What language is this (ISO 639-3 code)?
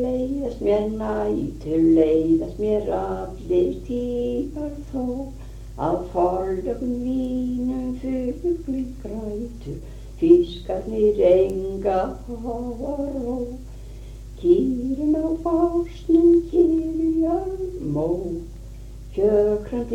isl